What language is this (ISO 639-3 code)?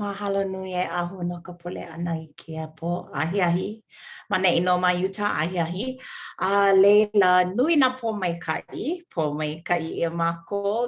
haw